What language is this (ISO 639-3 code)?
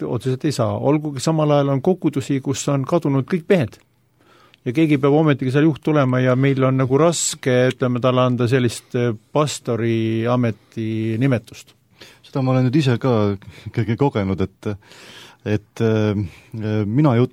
est